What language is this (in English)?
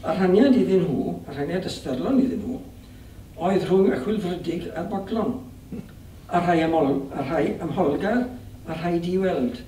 Welsh